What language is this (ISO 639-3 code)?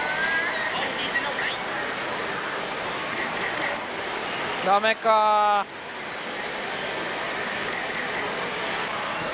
jpn